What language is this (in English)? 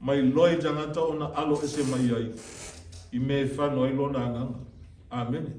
Samoan